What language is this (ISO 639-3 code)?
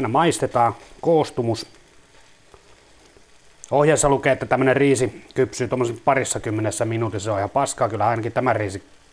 fin